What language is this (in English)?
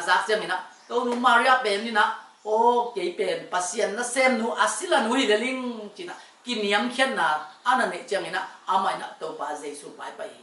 Tedim Chin